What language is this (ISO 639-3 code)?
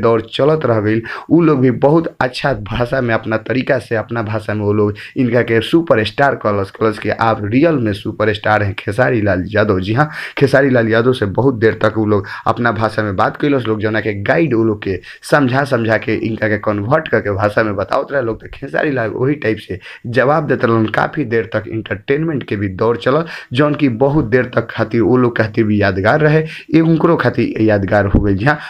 bho